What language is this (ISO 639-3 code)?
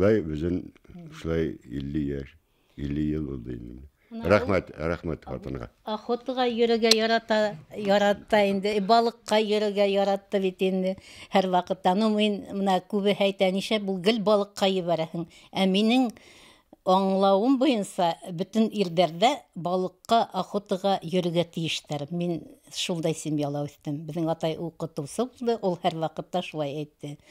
bak